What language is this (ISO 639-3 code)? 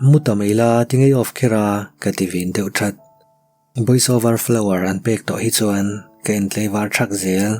lus